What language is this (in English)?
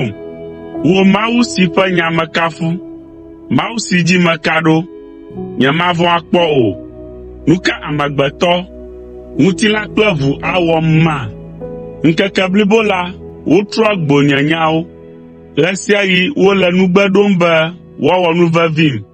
Ewe